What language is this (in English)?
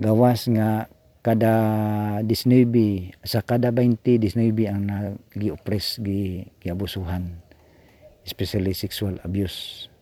Cebuano